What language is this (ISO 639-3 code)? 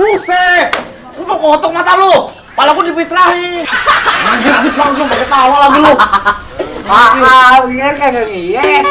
bew